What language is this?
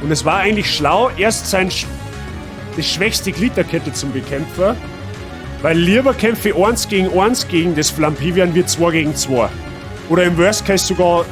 Bavarian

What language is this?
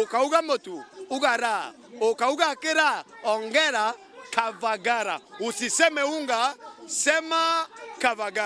Meru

